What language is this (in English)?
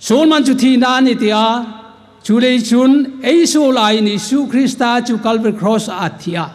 Hmar